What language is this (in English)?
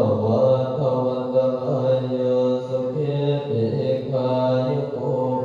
Pali